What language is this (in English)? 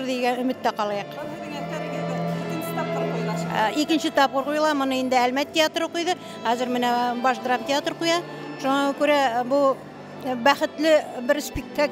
Bashkir